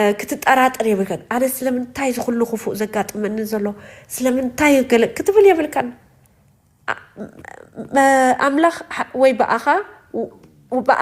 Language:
Tigrinya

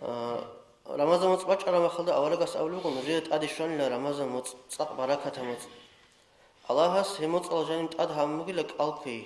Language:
Avaric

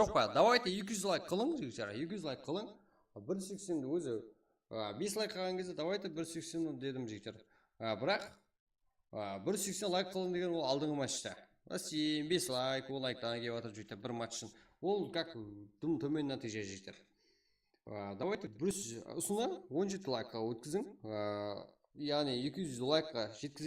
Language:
Kara-Kalpak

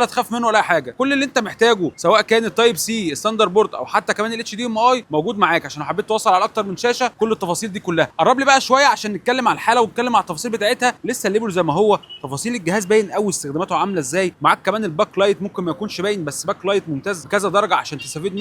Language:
Egyptian Arabic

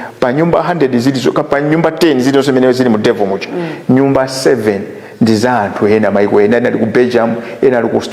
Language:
Nyanja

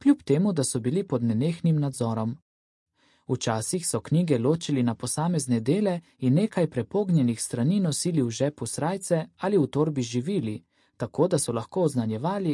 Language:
Slovenian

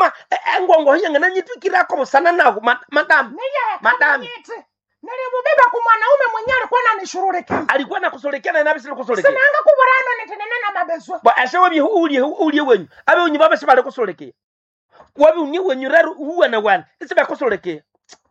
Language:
Nande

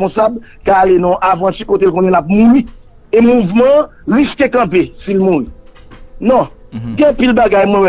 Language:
Haitian Creole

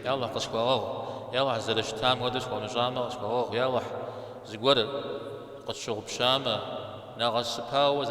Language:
Kabardian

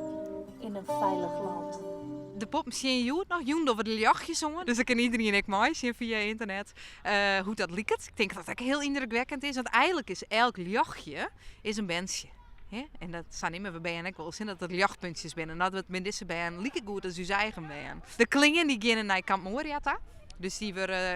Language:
Western Frisian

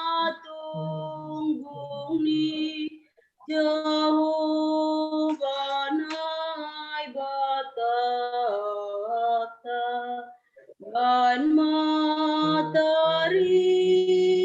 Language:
Batak Simalungun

